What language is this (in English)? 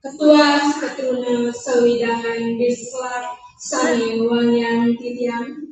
Balinese